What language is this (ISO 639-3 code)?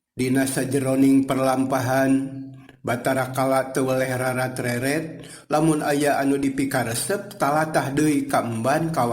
sun